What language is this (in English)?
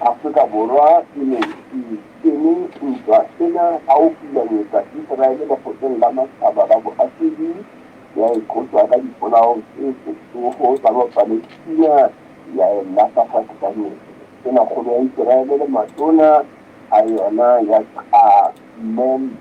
Southern Sotho